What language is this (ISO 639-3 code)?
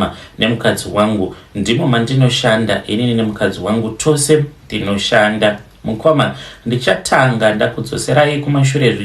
sna